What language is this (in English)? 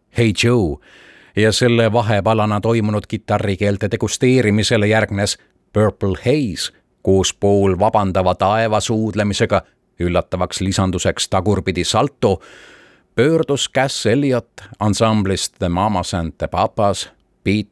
Estonian